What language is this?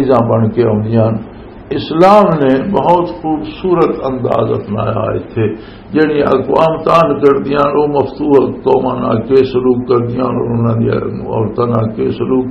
Western Panjabi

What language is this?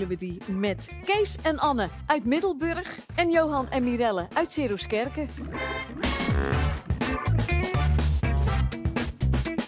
Dutch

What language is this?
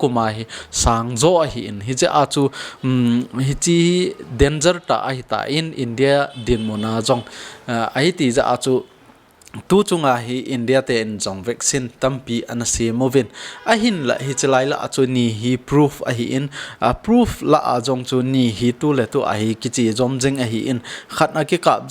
Thado Chin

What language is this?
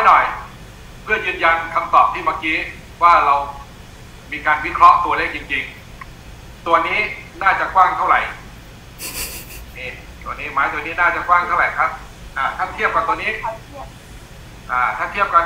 Thai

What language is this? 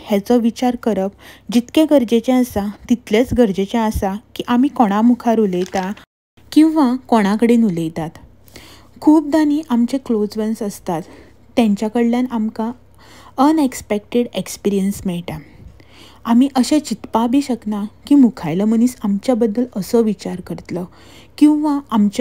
Konkani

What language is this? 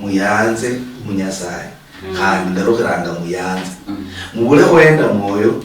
Luyia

